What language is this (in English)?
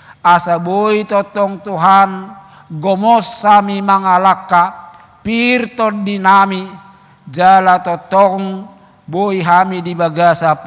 Batak Toba